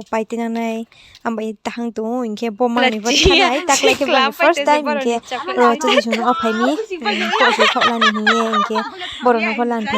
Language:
Riang (India)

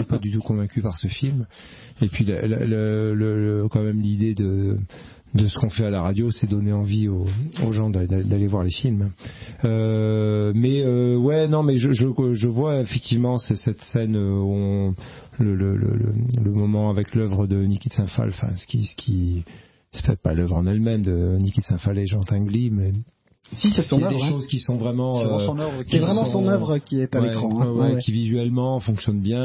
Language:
French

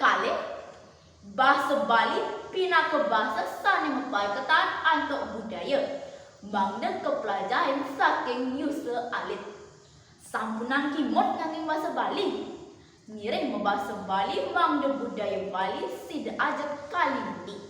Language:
Balinese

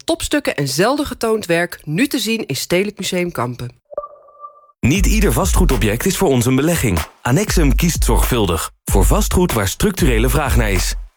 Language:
Dutch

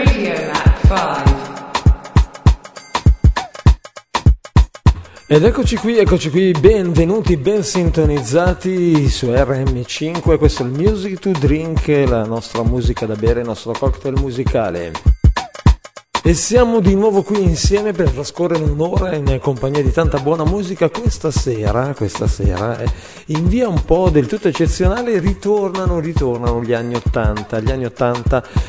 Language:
Italian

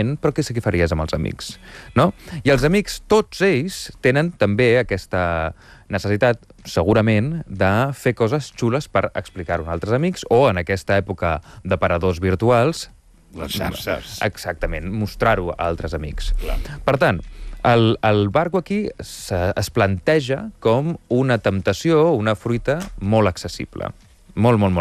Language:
Catalan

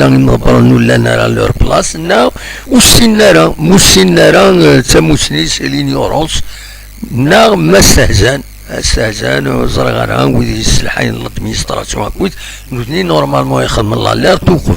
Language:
Kabyle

